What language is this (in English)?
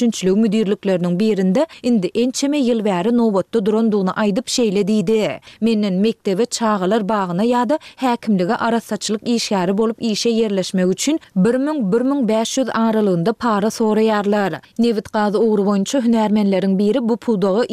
Turkmen